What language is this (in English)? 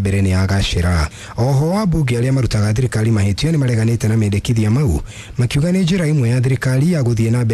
Kikuyu